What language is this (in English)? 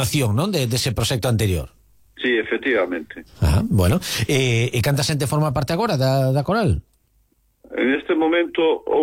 Galician